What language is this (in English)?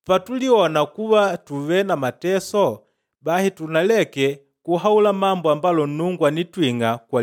Makonde